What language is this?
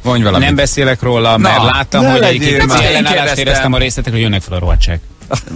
Hungarian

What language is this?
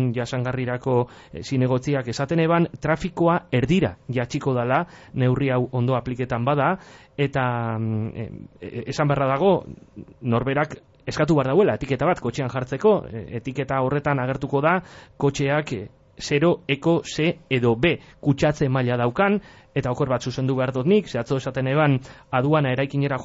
Basque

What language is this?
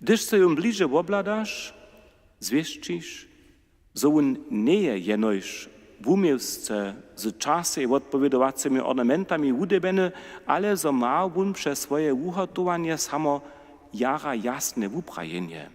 Upper Sorbian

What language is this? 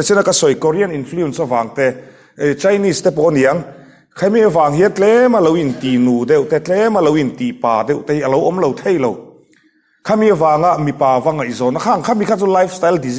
Mizo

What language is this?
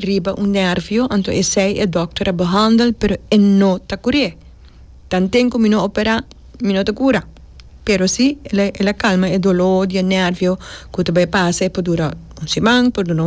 Papiamento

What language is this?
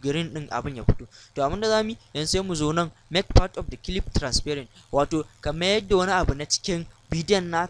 Hausa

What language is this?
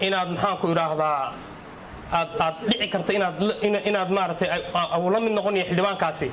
Somali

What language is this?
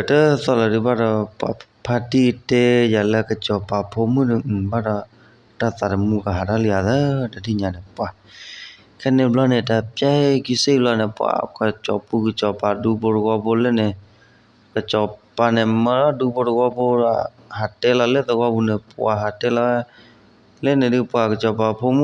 S'gaw Karen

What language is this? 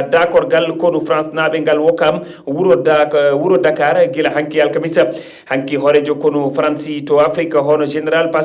Fula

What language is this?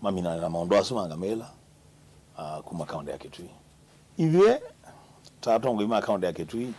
Kamba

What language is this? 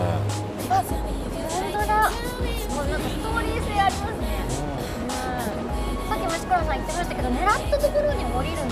Japanese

